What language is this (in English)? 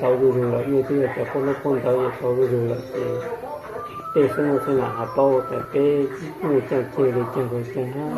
Hmong